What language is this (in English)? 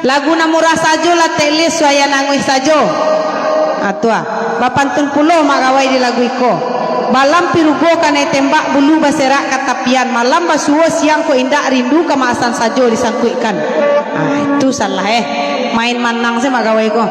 Minangkabau